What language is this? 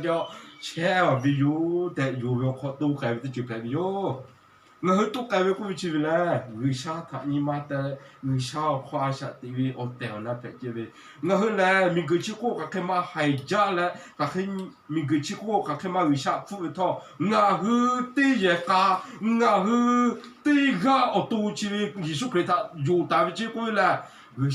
Lahu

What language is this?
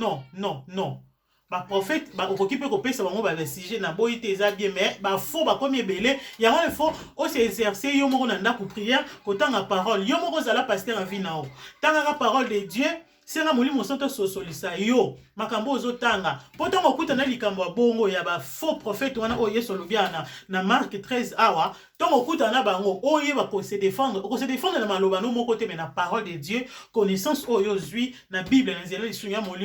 Lingala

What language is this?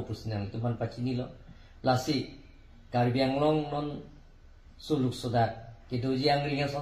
Karbi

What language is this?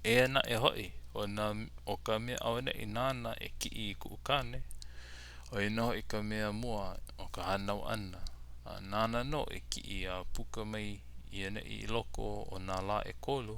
Hawaiian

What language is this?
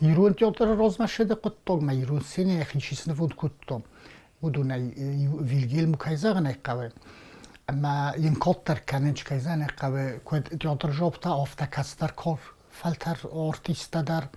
Ossetic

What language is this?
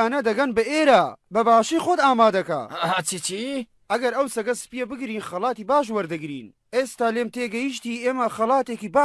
Central Kurdish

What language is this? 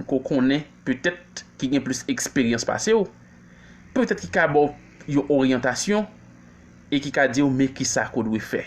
Haitian Creole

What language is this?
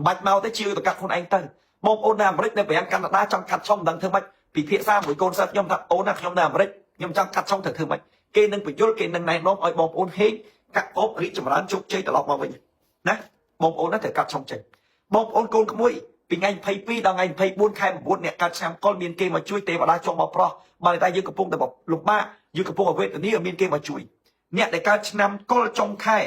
Khmer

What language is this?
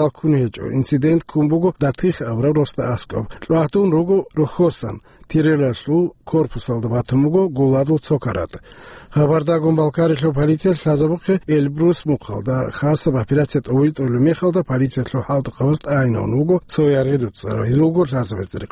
Avaric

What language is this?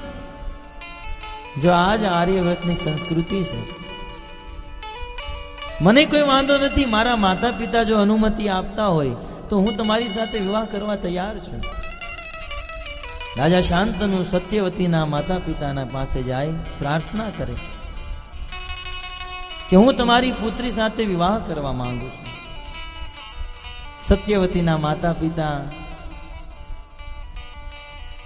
Gujarati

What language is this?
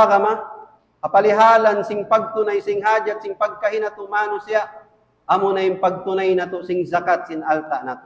Tausug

